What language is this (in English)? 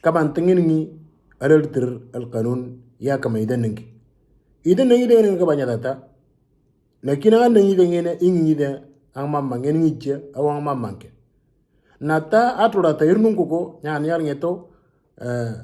Moro